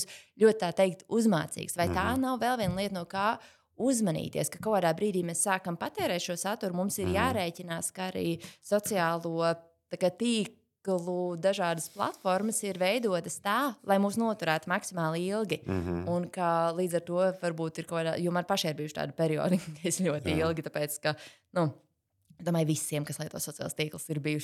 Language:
Latvian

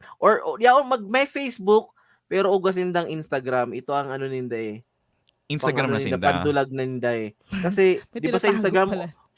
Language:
Bikol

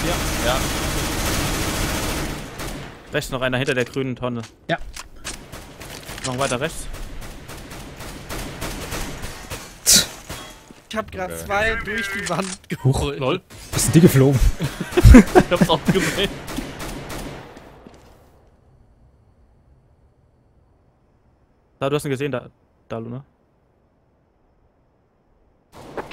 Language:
German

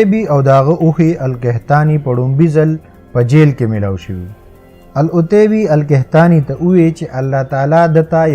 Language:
Pashto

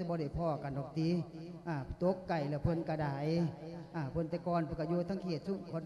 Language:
Lao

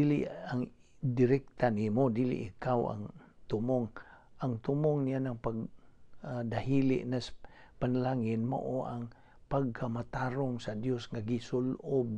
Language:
Cebuano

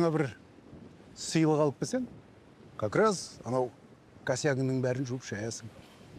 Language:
Kazakh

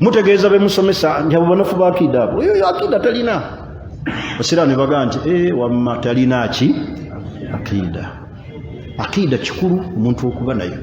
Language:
Ganda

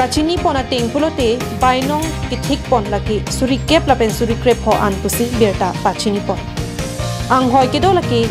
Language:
Karbi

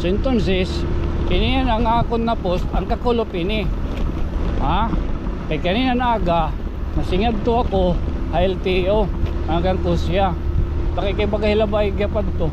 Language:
Waray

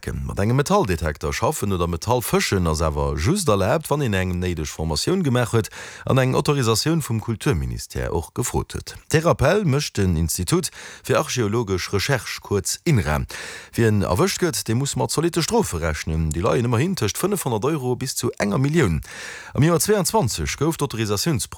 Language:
Luxembourgish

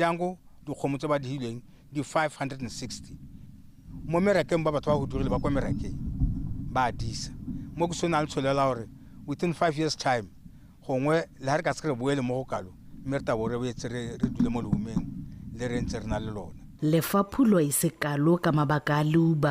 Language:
Tswana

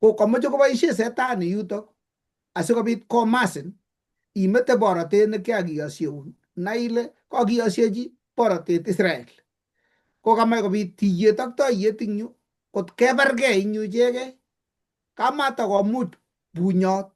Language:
Kalenjin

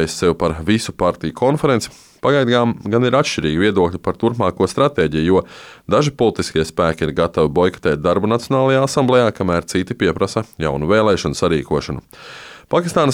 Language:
Latvian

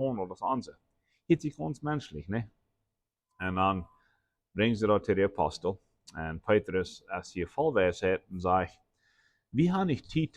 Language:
Plautdietsch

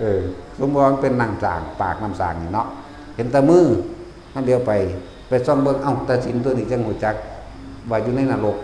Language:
Northeastern Thai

